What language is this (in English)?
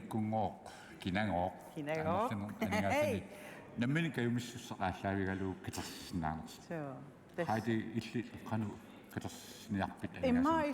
Kalaallisut